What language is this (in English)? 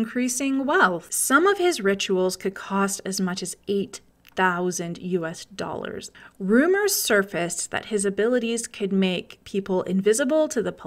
English